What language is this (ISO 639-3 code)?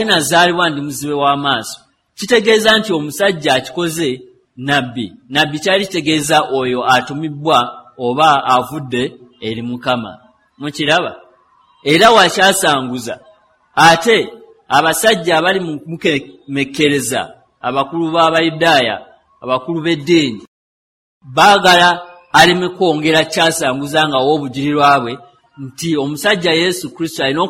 lug